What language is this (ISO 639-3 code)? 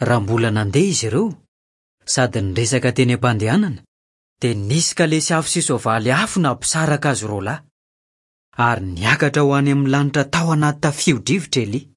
mlg